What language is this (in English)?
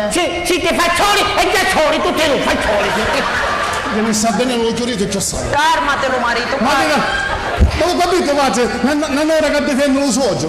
Sicilian